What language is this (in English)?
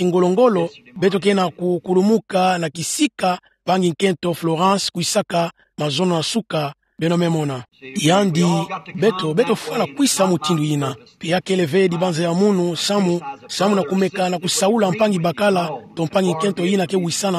Kituba (Democratic Republic of Congo)